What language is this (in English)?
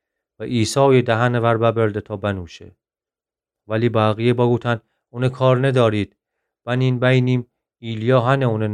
Gilaki